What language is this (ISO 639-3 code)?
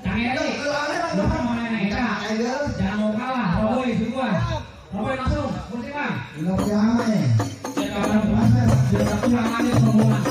bew